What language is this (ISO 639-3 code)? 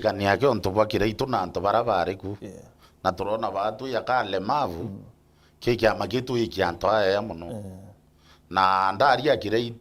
mer